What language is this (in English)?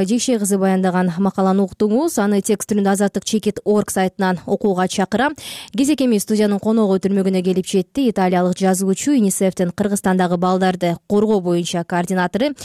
Kyrgyz